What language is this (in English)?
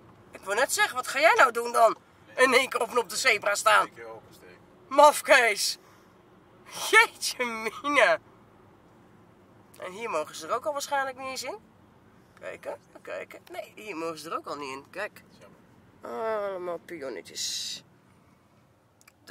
Dutch